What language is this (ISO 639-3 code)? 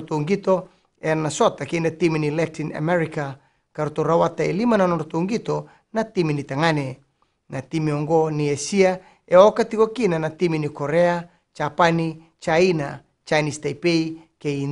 fij